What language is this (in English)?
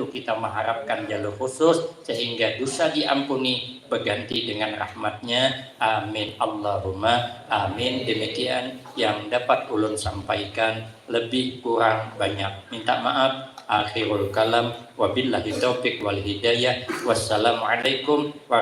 Banjar